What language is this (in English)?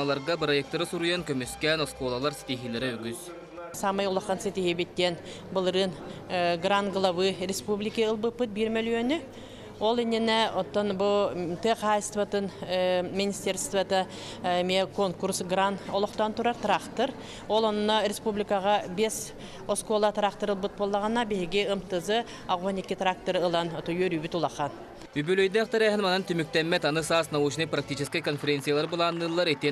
Yakut